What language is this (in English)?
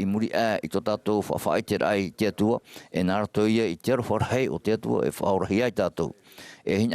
Tahitian